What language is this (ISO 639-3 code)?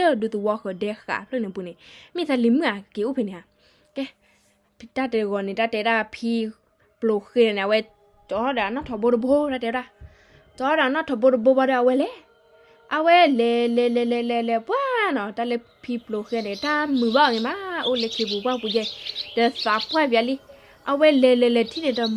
ksw